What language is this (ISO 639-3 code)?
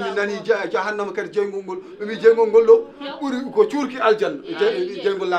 ful